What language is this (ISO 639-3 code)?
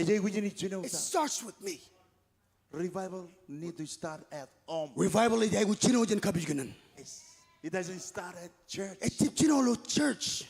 mah